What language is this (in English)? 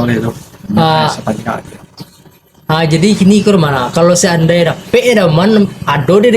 Minangkabau